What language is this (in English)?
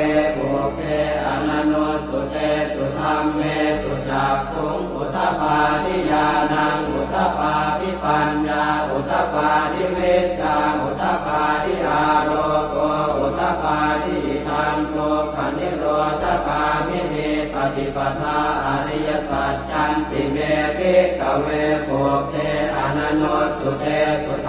Pali